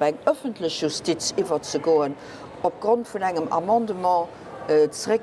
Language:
Luxembourgish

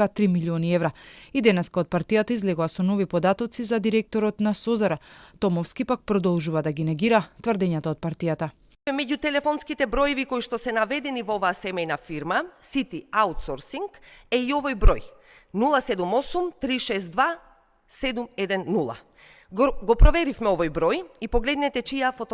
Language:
Macedonian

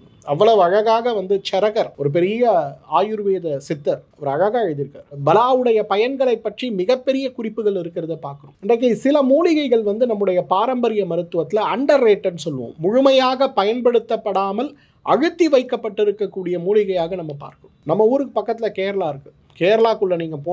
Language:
Tamil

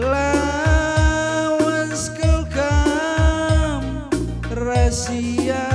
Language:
Batak Karo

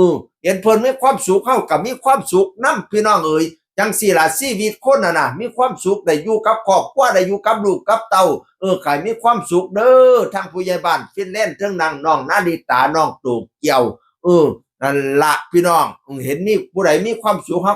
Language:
Northeastern Thai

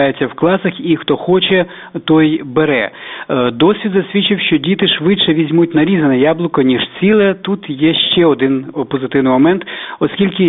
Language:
Ukrainian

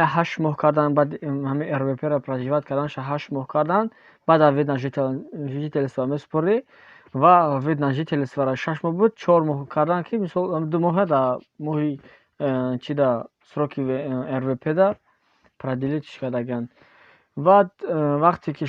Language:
Tajik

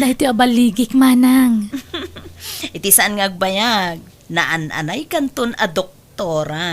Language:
Iloko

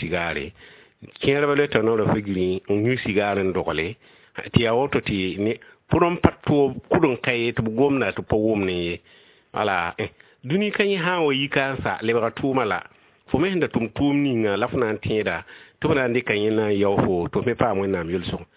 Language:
Mossi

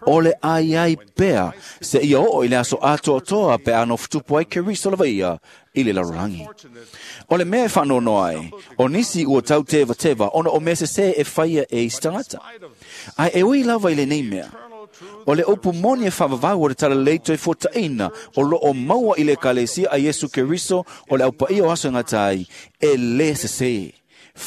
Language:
Samoan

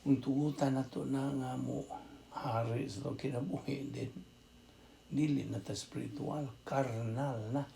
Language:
Cebuano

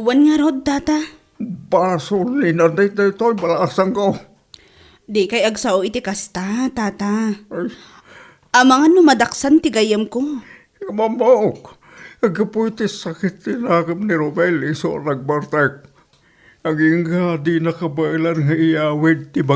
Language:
Iloko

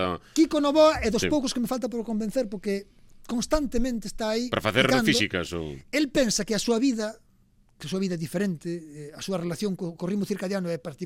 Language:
Galician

